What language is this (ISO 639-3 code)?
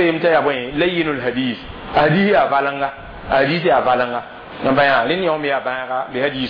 mos